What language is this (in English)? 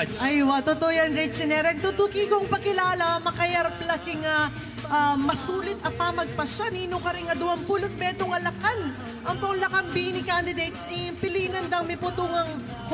Pampanga